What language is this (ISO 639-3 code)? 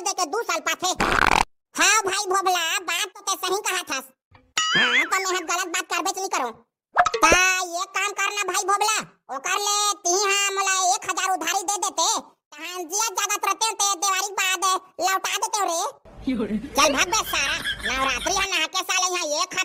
hne